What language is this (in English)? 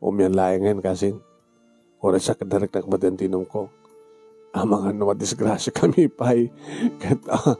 Iloko